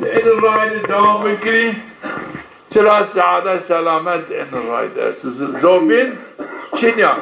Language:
Zaza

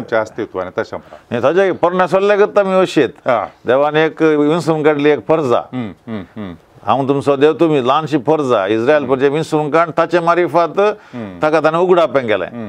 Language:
Konkani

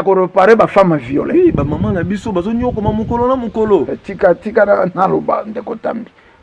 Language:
Lingala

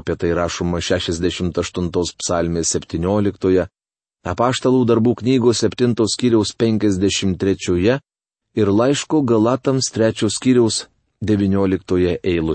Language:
Lithuanian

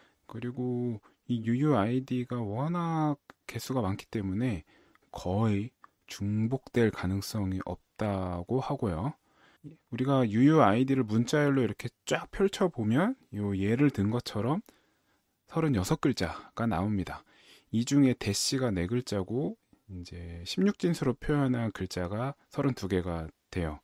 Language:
Korean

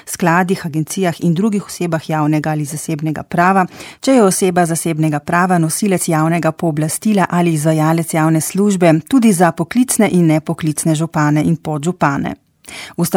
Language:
Slovenian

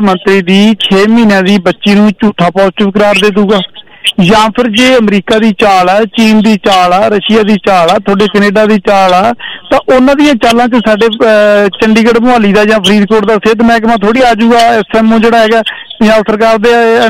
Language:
Punjabi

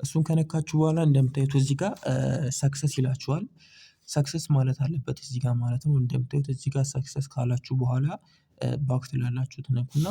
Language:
Amharic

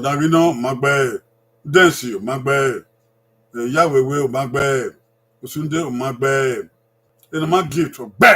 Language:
Bini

